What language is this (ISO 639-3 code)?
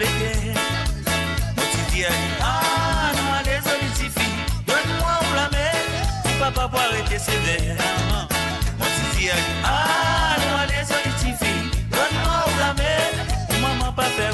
mfe